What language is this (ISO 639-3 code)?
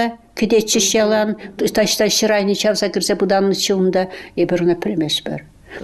chv